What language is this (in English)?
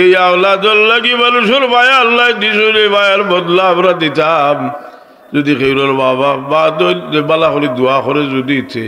Sylheti